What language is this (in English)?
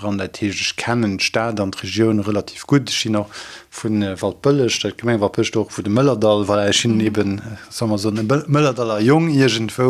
Luxembourgish